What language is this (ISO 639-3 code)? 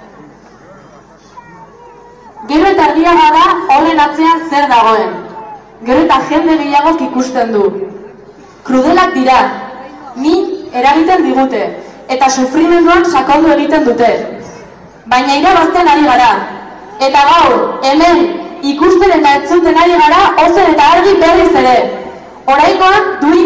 eus